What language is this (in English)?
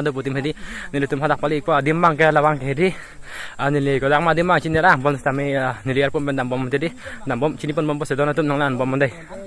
Karbi